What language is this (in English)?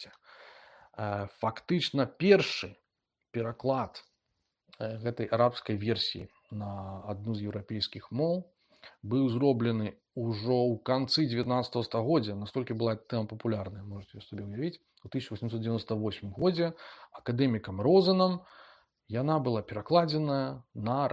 Belarusian